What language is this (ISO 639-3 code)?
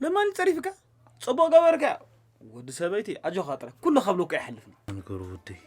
tir